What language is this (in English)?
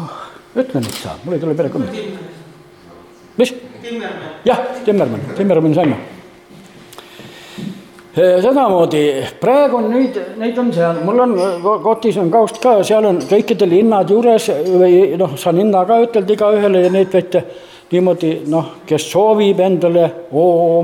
Estonian